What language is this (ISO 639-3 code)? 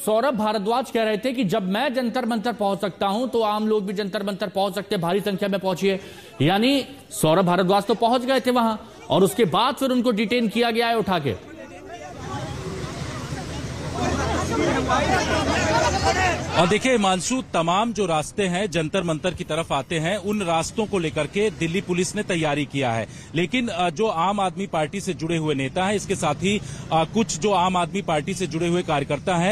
hin